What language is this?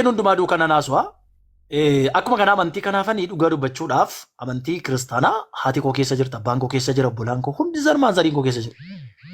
Oromo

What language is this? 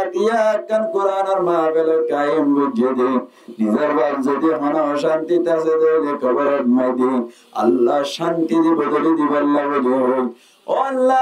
Rohingya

